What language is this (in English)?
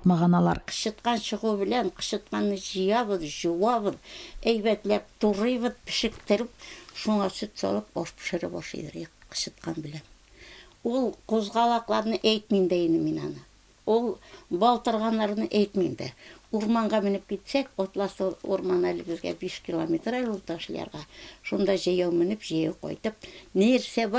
Tatar